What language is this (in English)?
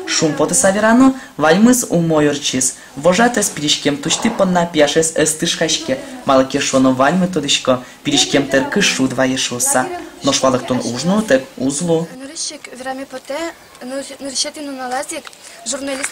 Udmurt